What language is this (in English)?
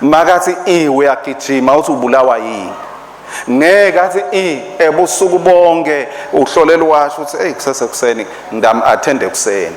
Swati